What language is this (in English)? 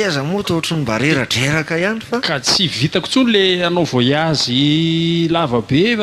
Malagasy